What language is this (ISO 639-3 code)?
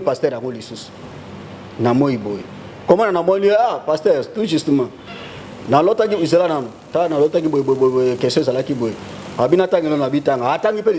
lin